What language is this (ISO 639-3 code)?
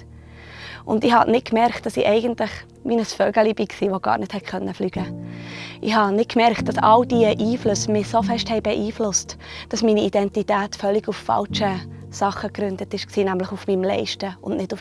gsw